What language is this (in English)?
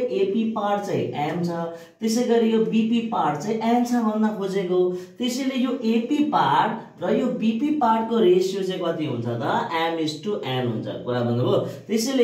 Nepali